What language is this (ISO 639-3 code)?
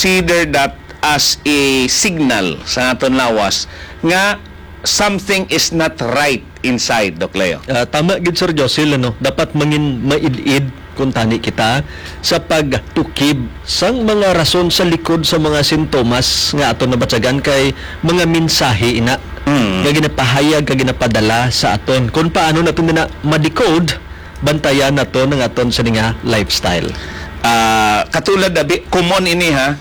hil